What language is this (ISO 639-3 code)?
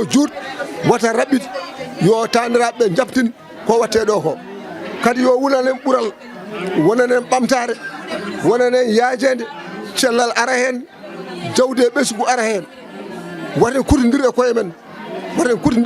ful